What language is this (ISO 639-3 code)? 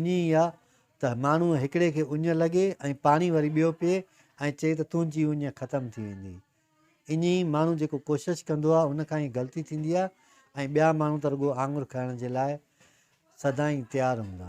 snd